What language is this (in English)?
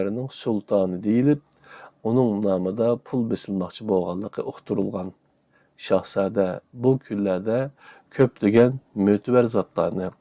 Uyghur